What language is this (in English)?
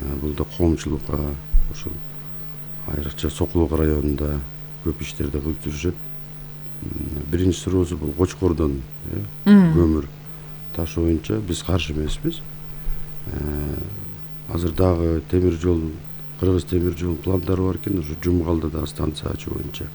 Kyrgyz